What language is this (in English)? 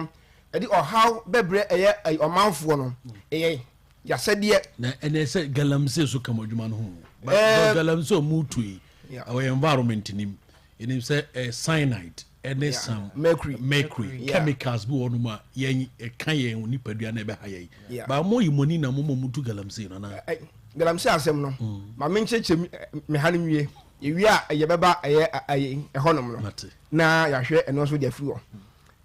Akan